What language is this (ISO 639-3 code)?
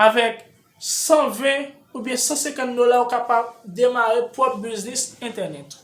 hat